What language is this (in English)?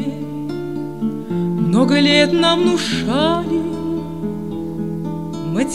Russian